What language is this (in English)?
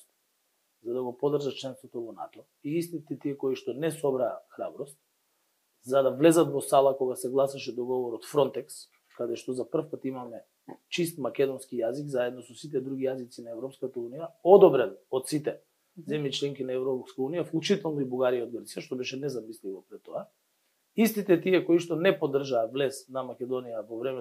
Macedonian